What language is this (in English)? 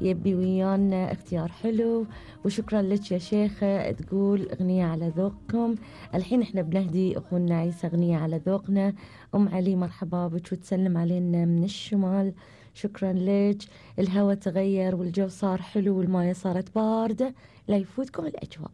Gulf Arabic